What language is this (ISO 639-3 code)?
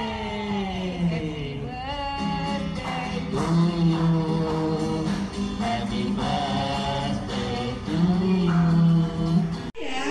ind